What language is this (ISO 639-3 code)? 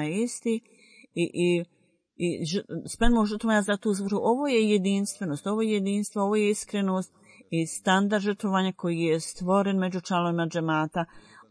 bos